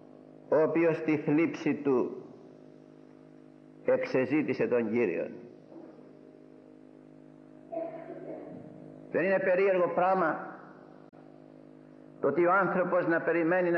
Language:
Greek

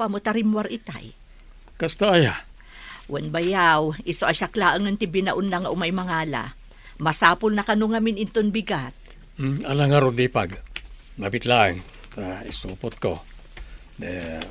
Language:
Iloko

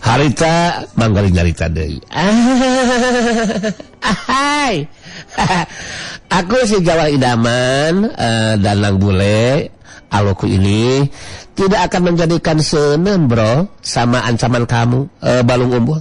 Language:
Sundanese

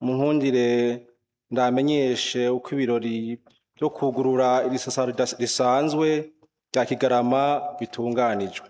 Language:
Rundi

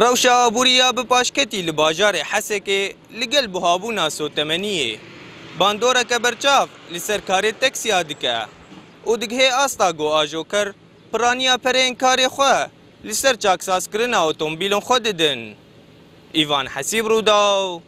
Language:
Kurdish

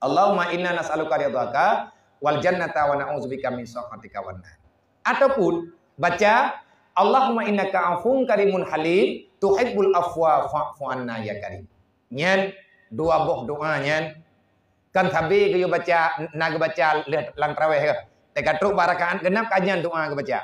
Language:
Achinese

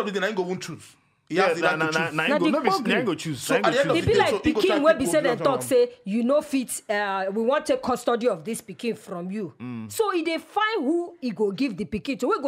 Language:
Nigerian Pidgin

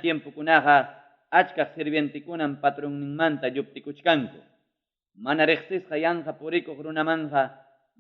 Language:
Ayacucho Quechua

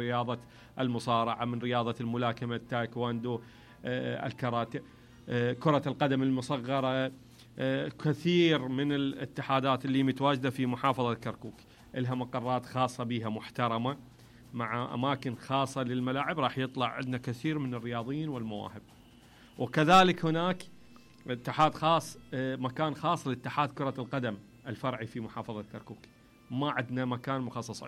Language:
Mesopotamian Arabic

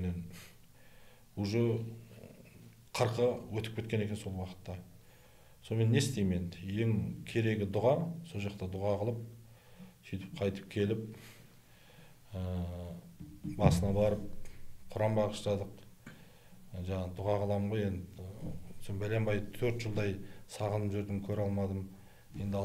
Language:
Kazakh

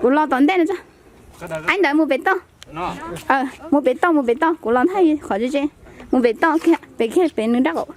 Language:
Hmong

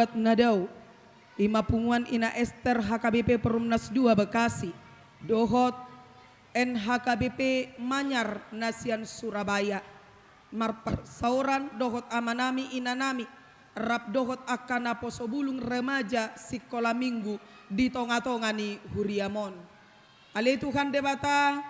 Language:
Batak Toba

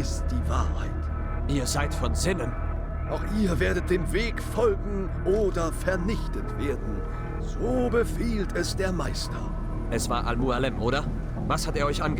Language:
Bavarian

